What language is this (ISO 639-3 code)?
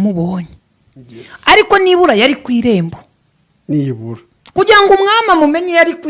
kin